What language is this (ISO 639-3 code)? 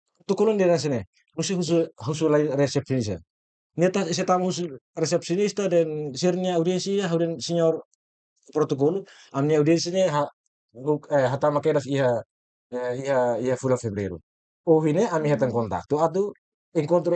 tet